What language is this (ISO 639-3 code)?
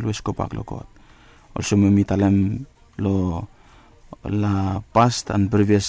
bis